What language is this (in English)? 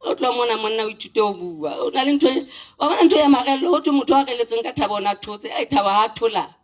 Southern Sotho